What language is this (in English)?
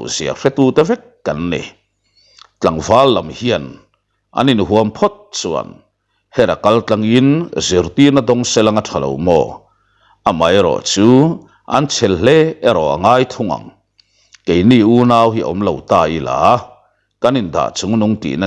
Mizo